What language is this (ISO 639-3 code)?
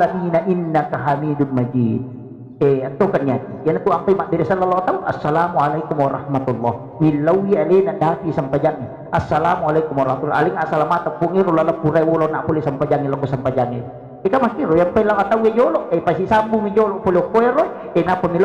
bug